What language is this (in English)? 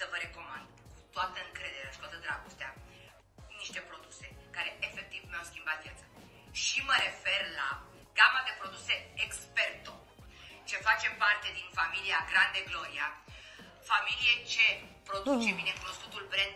Romanian